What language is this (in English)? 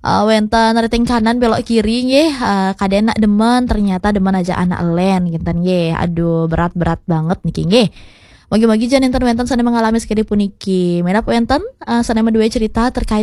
Balinese